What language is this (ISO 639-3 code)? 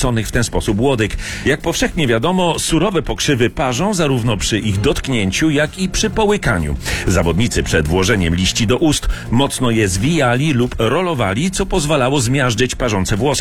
pol